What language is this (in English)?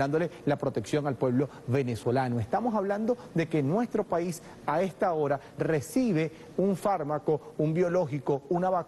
Spanish